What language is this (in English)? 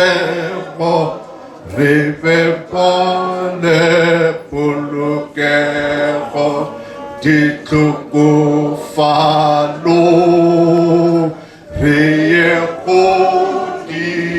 Northern Sotho